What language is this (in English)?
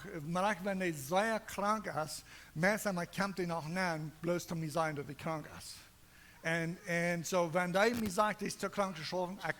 Plautdietsch